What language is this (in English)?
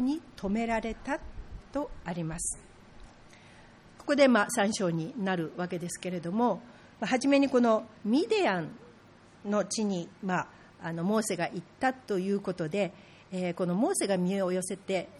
Japanese